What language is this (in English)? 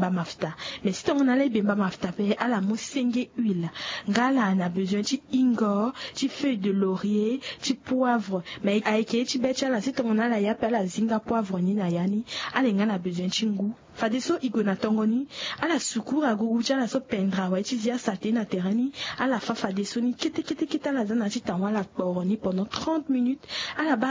Sango